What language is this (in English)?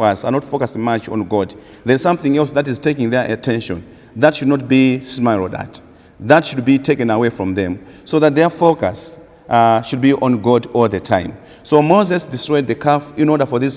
English